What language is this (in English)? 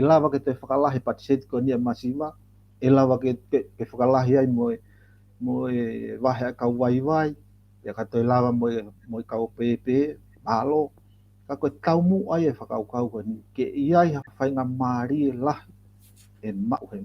Tongan